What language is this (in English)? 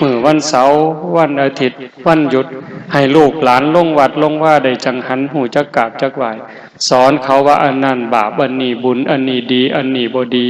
Northeastern Thai